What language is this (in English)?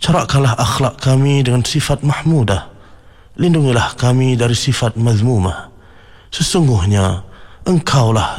Malay